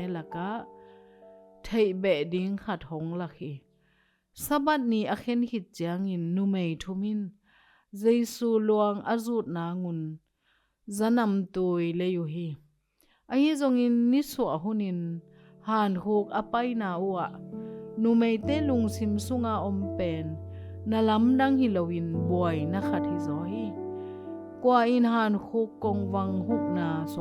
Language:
Tedim Chin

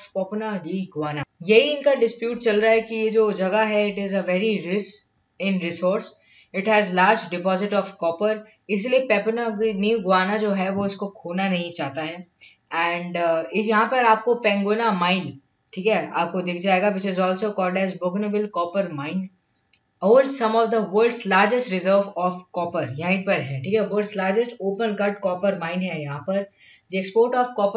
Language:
Hindi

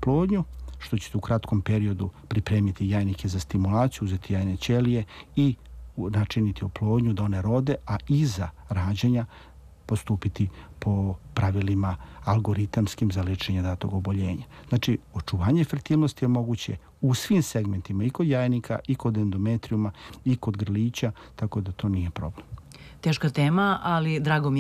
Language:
Serbian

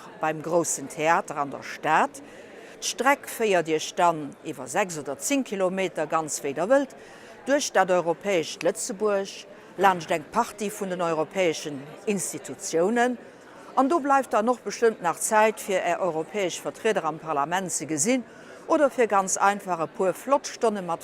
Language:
Luxembourgish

